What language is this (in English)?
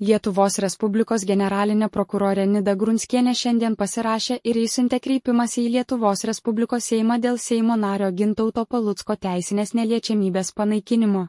Lithuanian